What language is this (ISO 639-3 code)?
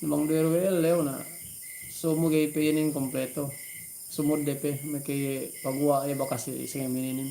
yka